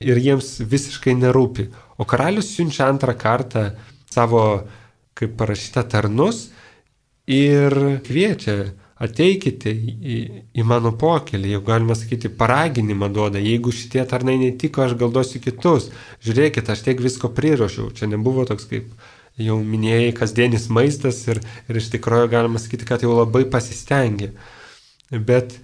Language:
Lithuanian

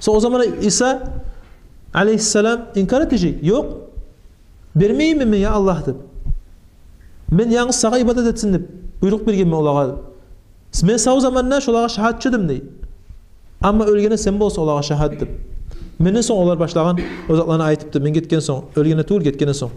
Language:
Kumyk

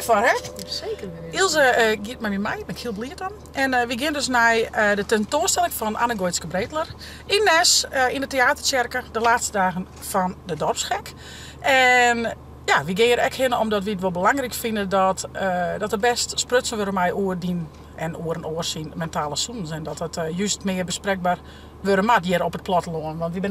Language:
Western Frisian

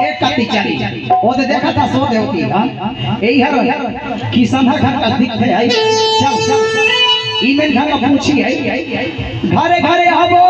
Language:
Chhattisgarhi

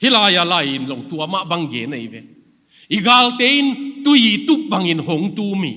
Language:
Tedim Chin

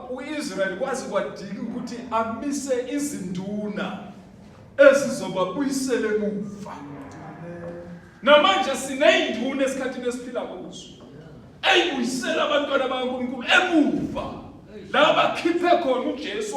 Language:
Zulu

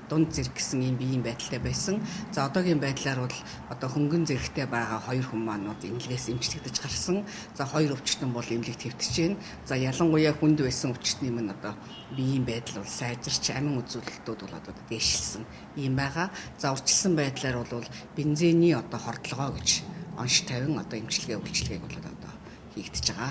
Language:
Mongolian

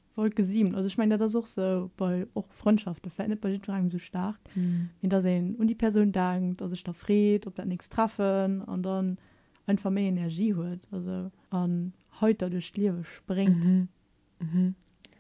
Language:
Luxembourgish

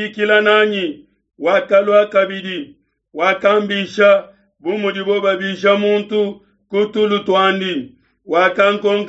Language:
Luba-Lulua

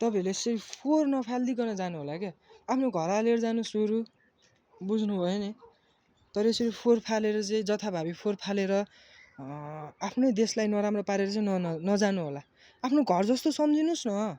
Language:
Nepali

